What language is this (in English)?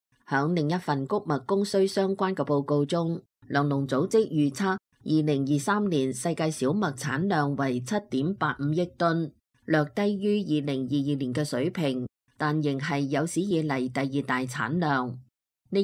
Cantonese